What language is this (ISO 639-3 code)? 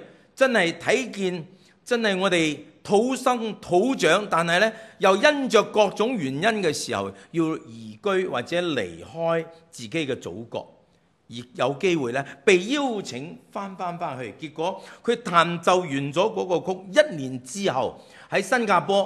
yue